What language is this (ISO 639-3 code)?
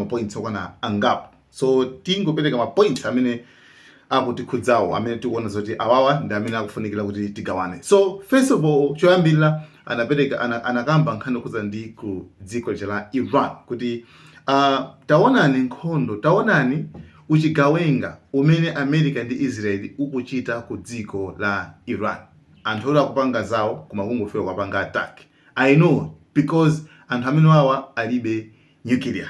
nya